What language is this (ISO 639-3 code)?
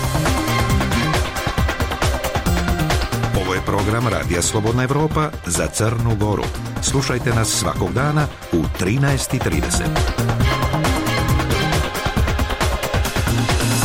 srp